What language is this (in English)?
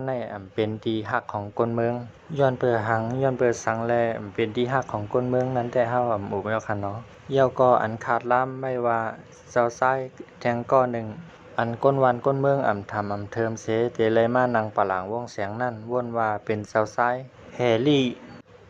Shan